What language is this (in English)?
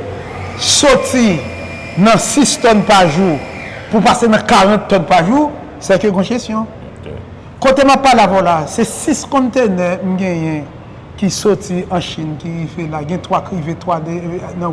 Haitian Creole